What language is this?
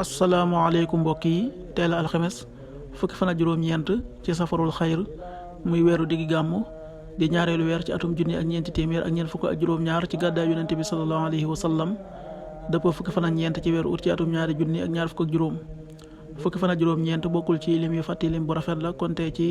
Wolof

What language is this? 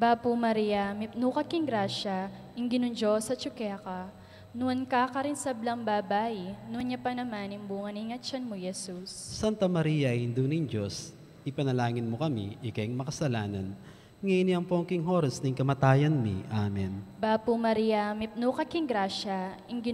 Pampanga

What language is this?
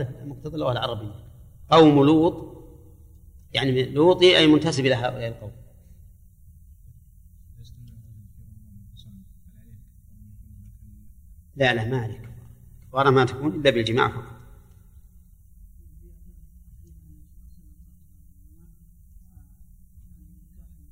Arabic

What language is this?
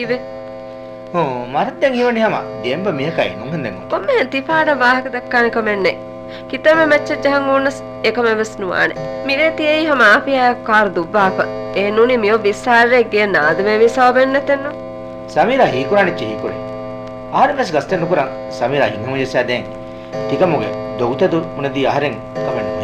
Divehi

